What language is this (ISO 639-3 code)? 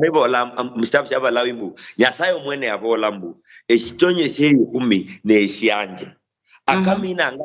luy